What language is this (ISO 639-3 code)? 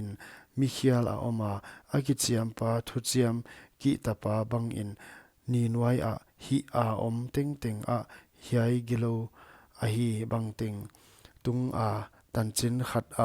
pck